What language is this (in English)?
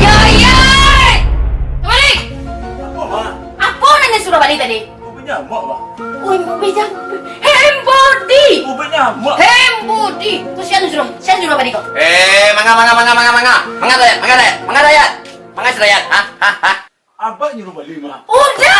Minangkabau